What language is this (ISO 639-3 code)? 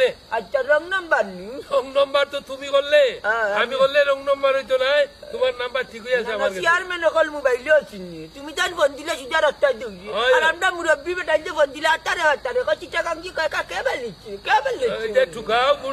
syl